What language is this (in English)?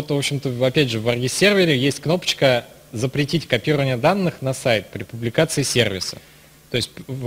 Russian